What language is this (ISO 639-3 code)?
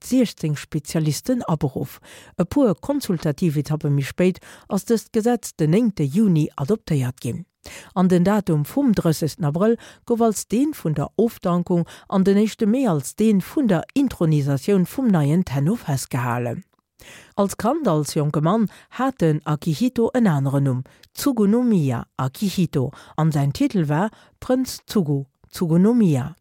ltz